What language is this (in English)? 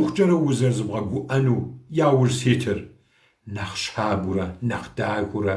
Kabardian